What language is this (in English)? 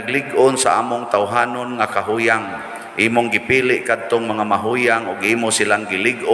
Cebuano